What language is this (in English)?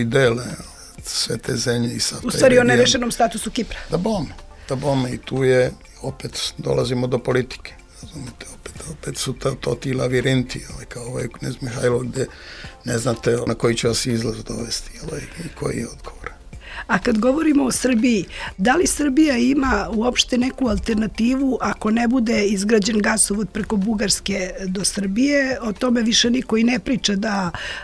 Serbian